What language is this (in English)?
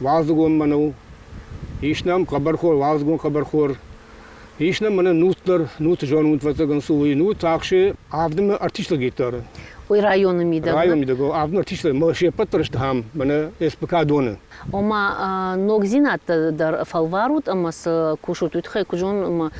Ossetic